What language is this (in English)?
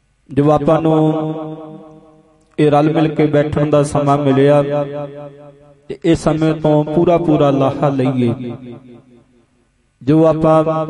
Punjabi